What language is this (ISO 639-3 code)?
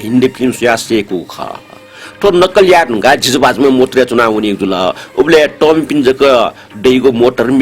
new